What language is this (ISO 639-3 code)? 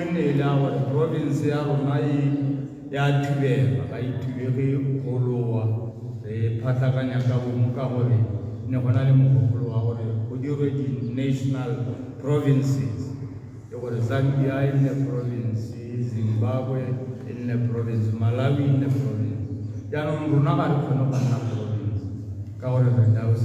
tsn